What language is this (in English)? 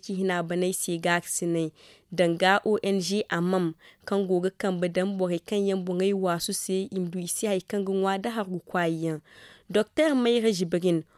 Zarma